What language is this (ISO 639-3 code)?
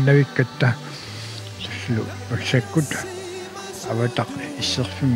kal